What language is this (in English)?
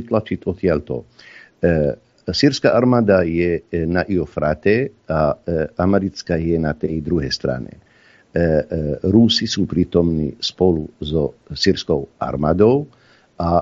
Slovak